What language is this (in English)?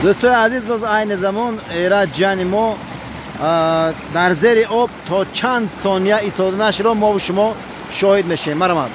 Tajik